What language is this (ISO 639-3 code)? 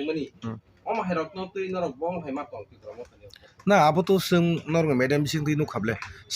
trp